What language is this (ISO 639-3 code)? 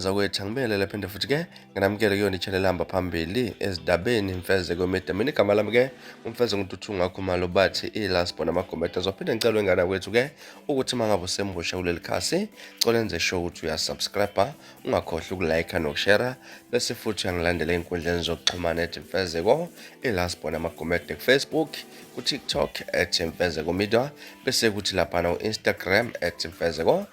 zul